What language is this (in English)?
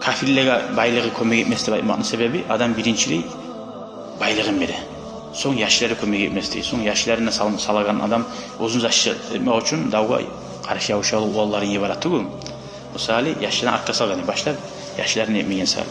Kumyk